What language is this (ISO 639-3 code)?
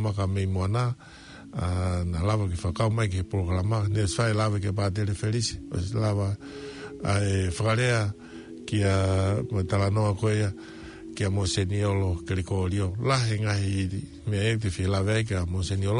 ton